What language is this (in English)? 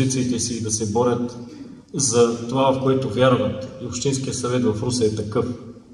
Bulgarian